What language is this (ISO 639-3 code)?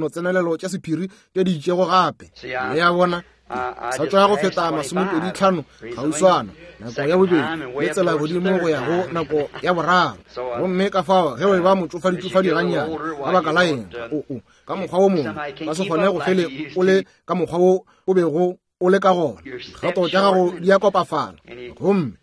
nso